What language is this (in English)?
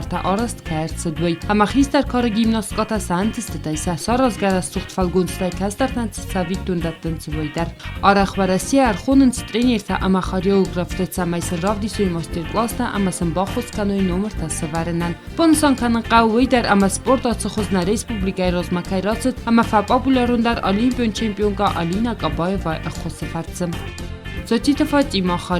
Ossetic